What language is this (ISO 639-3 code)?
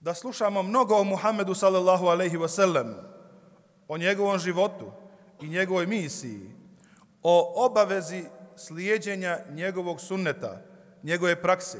bos